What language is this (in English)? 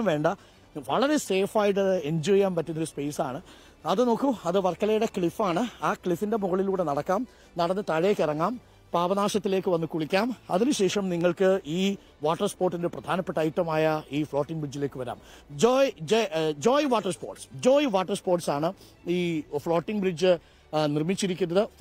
Malayalam